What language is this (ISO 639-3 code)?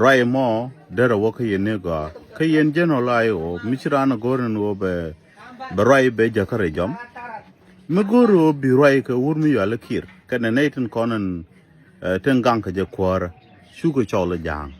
nus